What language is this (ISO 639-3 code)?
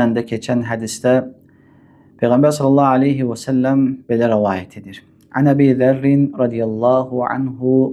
aze